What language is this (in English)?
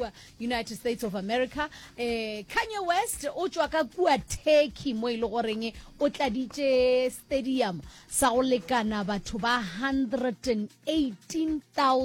Northern Sotho